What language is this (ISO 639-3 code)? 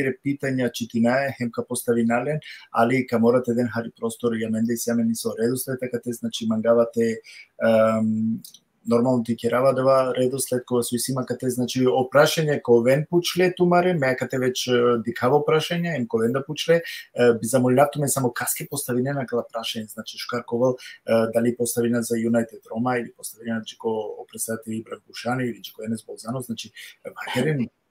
rmn